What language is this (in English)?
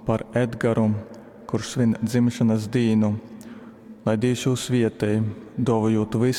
Latgalian